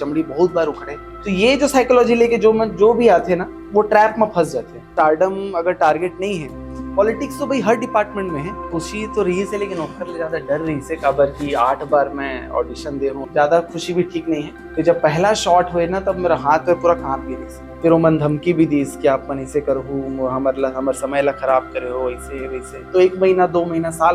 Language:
Chhattisgarhi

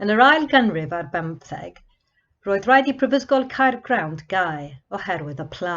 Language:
Welsh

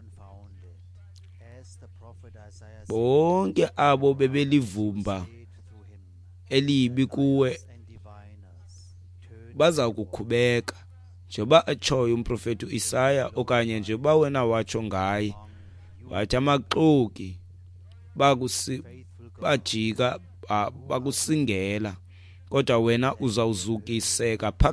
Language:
Xhosa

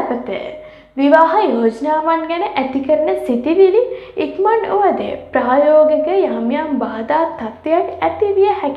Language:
Sinhala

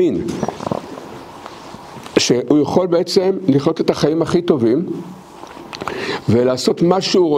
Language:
Hebrew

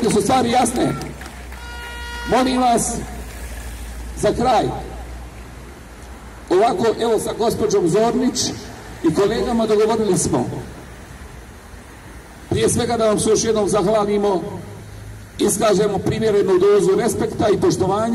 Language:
Bosnian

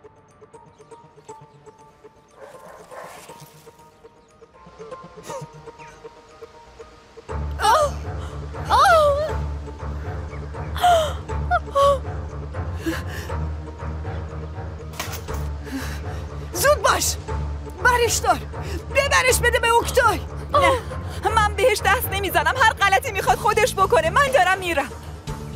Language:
Persian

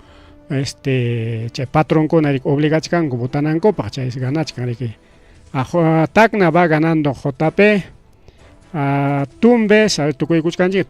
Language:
Ayacucho Quechua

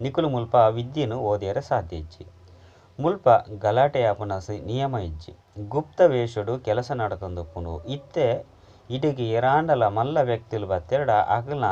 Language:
Tulu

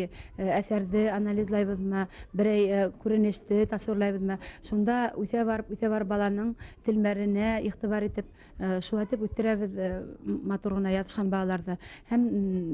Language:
Bashkir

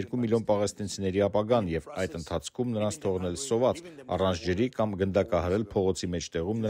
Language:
Armenian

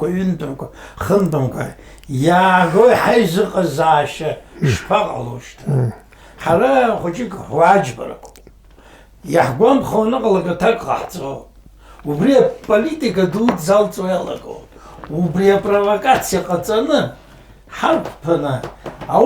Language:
Abkhazian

